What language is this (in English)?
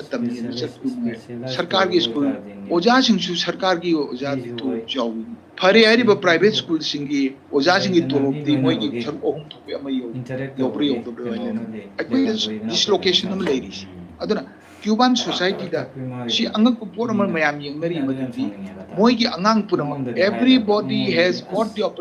Manipuri